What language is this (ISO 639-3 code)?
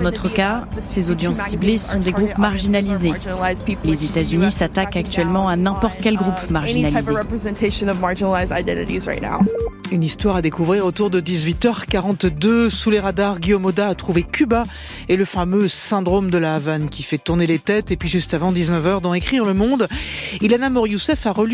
fra